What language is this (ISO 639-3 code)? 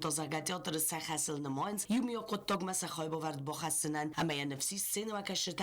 oss